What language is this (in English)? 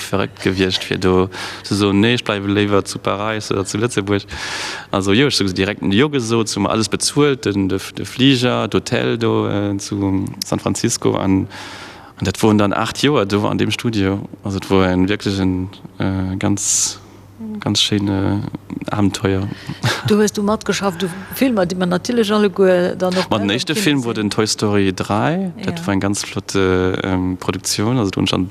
Luxembourgish